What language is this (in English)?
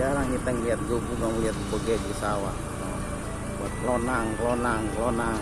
Betawi